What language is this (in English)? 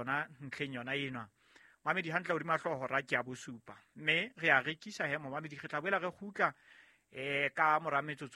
Southern Sotho